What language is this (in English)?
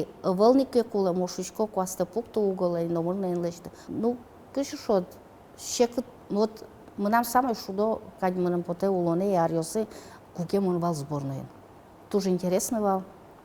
Udmurt